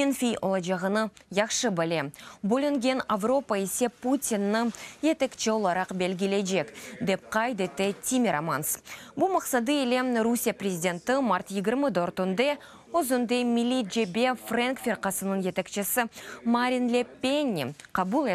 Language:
Crimean Tatar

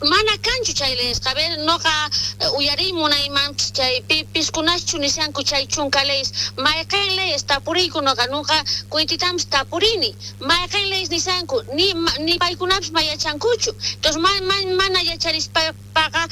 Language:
South Bolivian Quechua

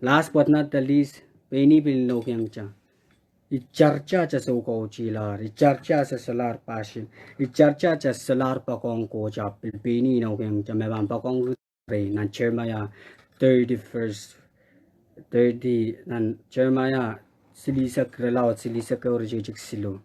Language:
Pohnpeian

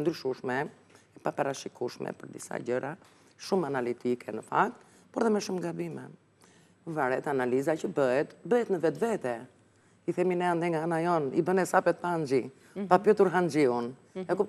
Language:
Albanian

